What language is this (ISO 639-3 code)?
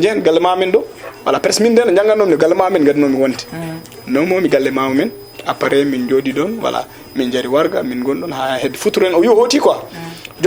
ful